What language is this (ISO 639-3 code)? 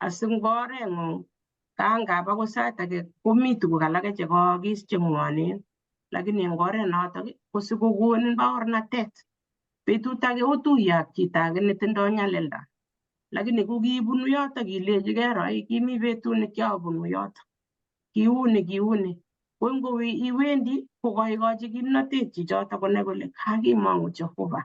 kln